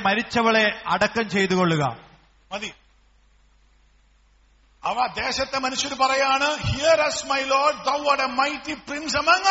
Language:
Malayalam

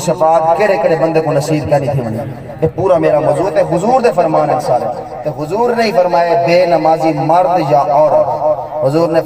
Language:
Saraiki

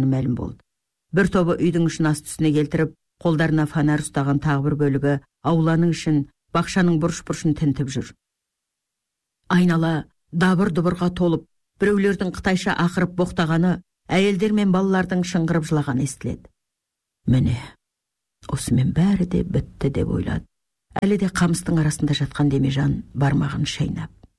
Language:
Kazakh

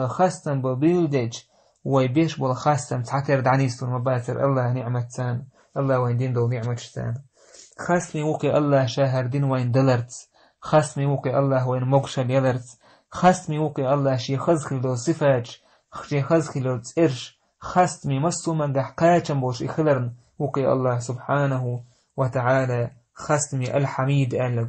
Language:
Chechen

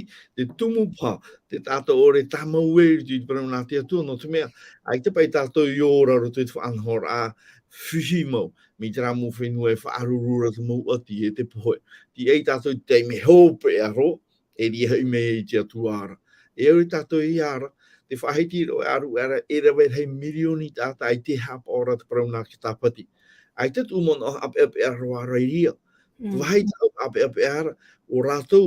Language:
Tahitian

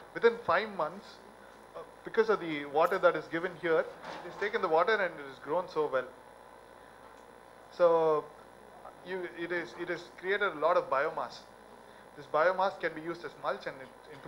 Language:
English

